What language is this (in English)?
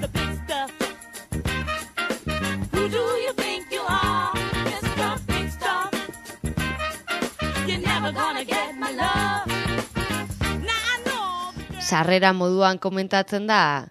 Basque